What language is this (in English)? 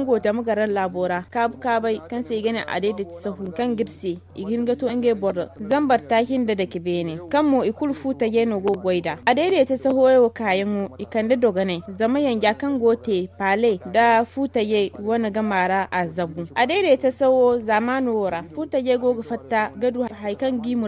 Zarma